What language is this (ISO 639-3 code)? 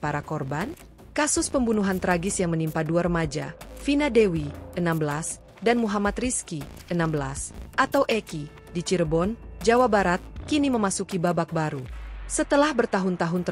ind